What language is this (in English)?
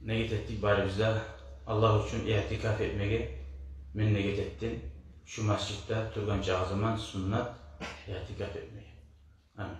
Kumyk